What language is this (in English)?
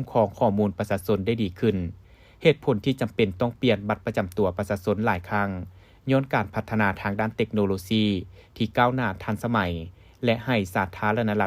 Lao